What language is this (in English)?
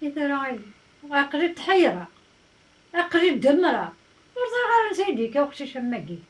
Kabyle